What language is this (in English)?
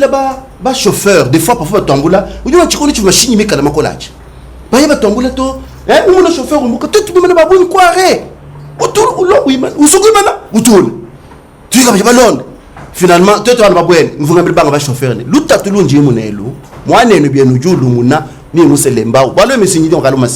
Luba-Lulua